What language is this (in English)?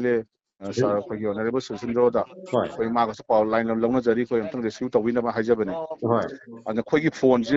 Manipuri